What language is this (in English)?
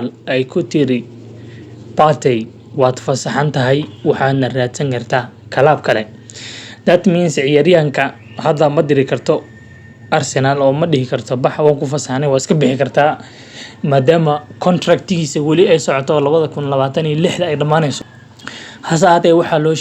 Somali